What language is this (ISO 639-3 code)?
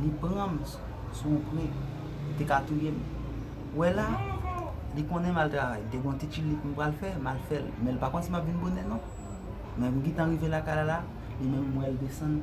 hat